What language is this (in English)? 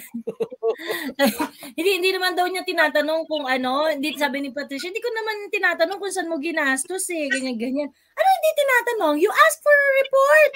Filipino